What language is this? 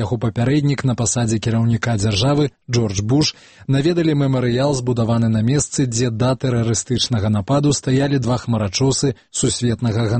Belarusian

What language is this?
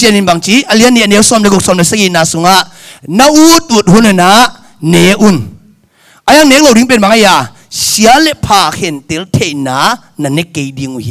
Tedim Chin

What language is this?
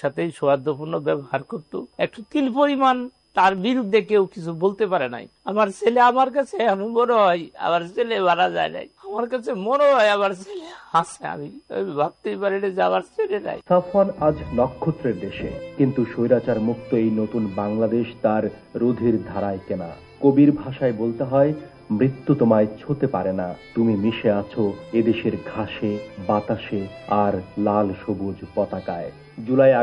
Bangla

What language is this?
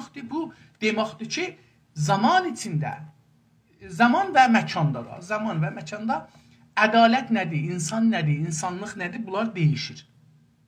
South Azerbaijani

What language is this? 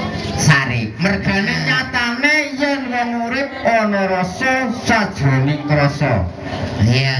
Javanese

